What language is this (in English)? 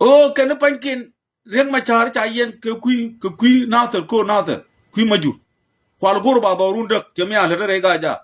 Nuer